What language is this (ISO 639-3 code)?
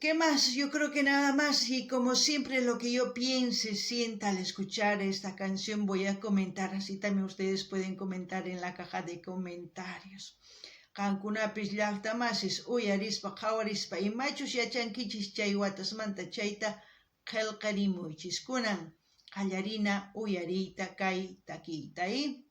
quh